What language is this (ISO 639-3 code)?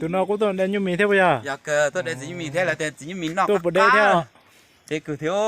hmn